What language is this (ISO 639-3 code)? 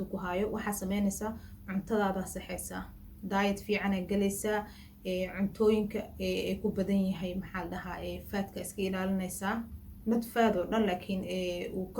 som